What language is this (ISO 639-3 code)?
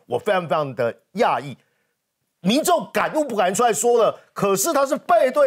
zho